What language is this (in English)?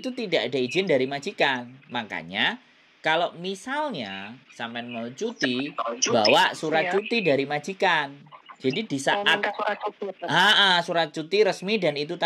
Indonesian